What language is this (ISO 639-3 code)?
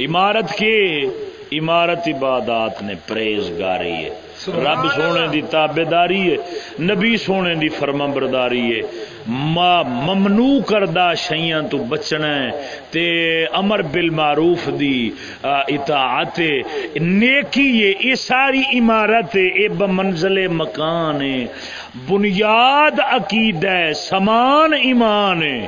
skr